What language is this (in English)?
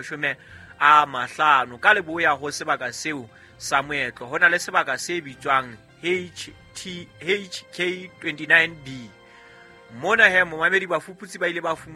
Southern Sotho